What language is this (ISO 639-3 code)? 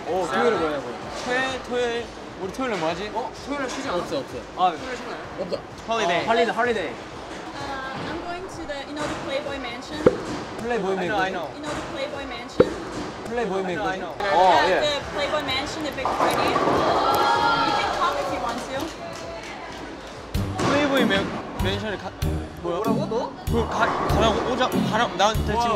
kor